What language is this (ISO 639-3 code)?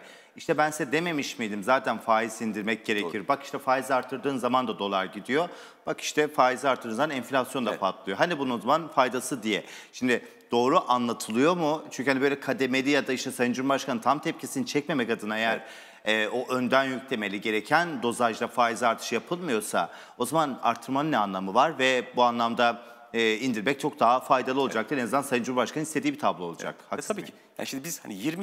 tur